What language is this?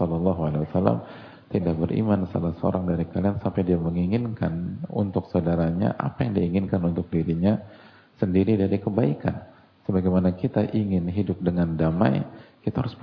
Indonesian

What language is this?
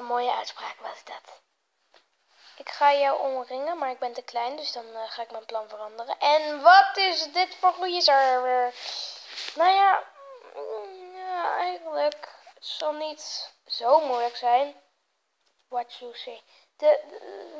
Dutch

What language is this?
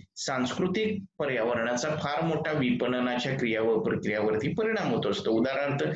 Marathi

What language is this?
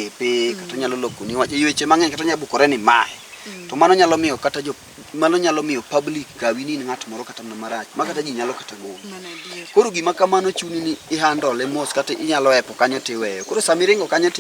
Luo (Kenya and Tanzania)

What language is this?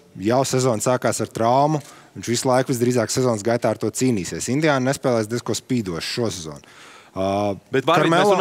Latvian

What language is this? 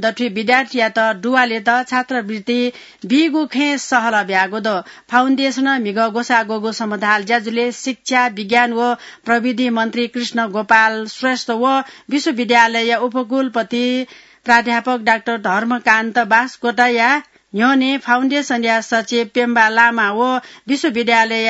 Newari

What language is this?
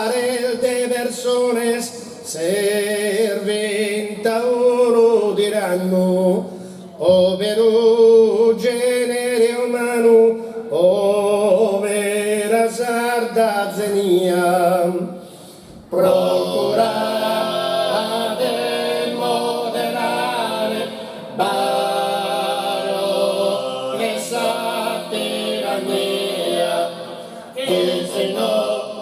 Sardinian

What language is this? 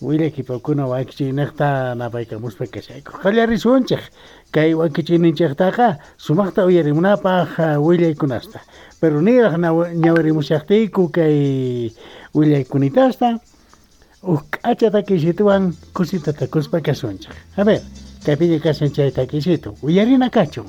Quechua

